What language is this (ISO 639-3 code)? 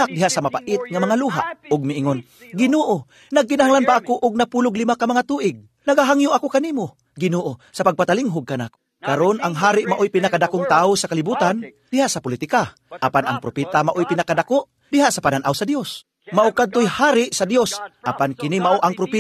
ceb